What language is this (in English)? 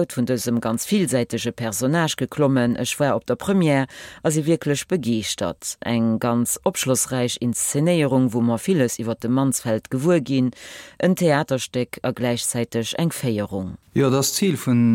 Luxembourgish